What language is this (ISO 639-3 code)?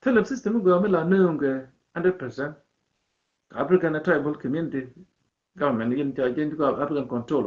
nus